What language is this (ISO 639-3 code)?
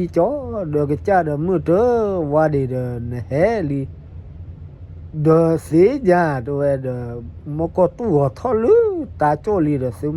ksw